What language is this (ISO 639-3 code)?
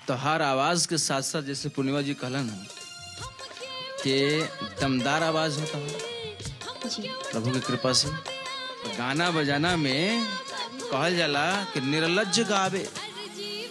bho